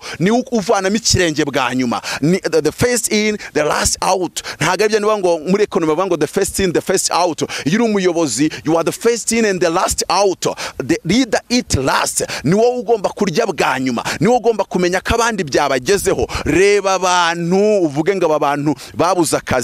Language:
Kinyarwanda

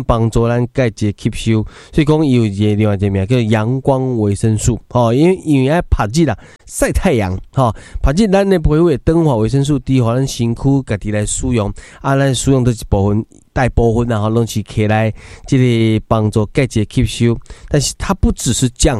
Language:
Min Nan Chinese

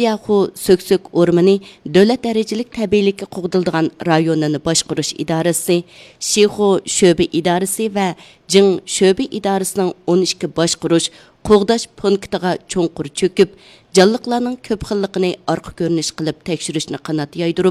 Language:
Uyghur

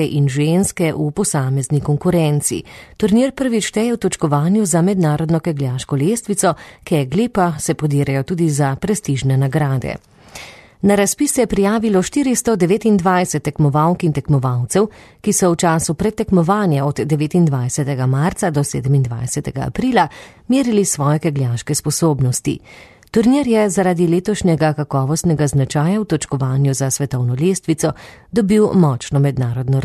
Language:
Slovenian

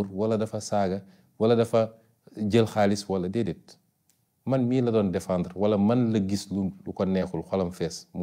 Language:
Wolof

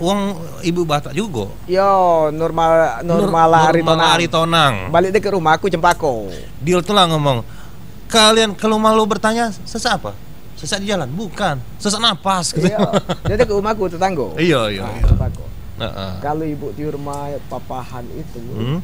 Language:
Musi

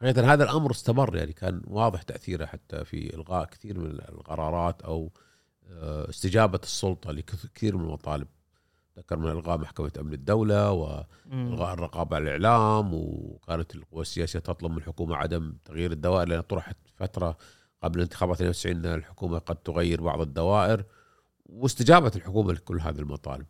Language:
Gulf Arabic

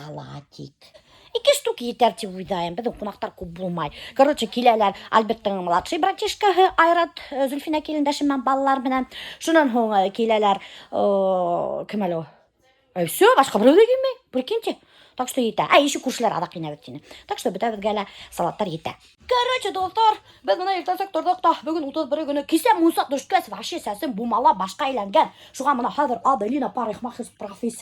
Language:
Bashkir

